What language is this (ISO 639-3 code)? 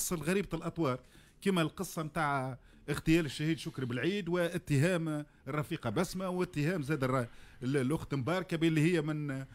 aeb